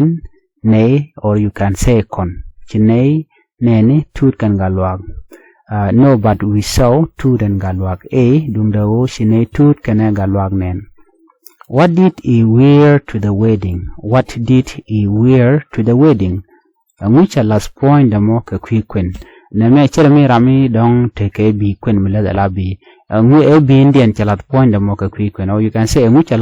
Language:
Nuer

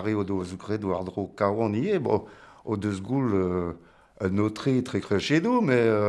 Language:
Breton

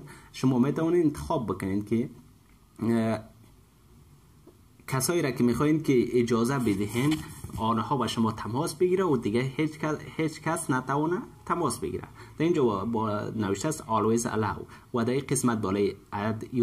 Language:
Persian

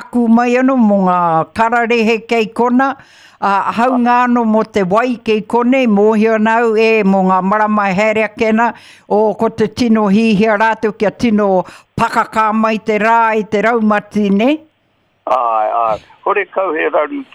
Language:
Māori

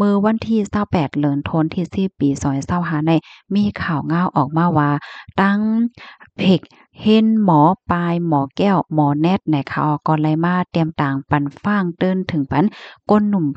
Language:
Shan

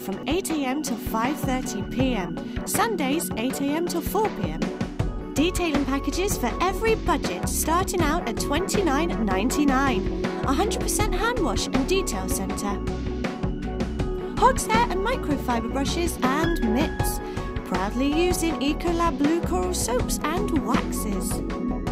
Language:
English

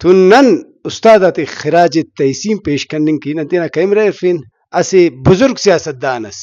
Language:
Brahui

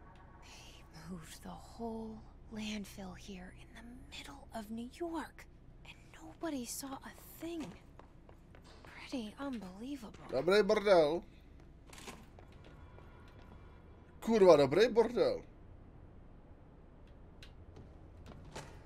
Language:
Czech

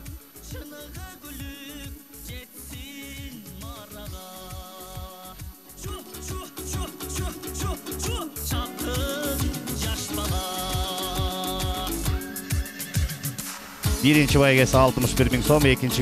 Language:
Kyrgyz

